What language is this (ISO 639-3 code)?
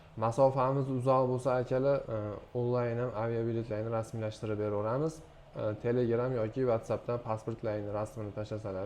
uzb